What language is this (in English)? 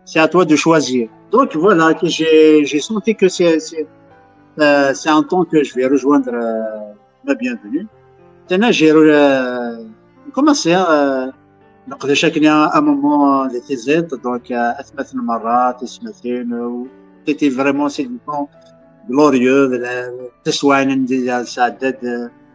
Kabyle